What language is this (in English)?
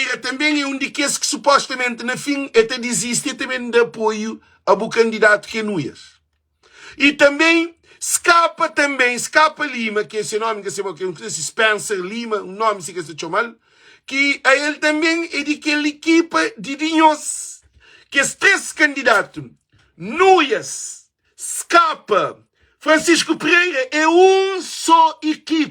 Kabuverdianu